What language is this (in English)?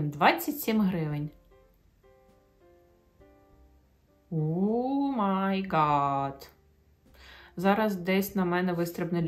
Ukrainian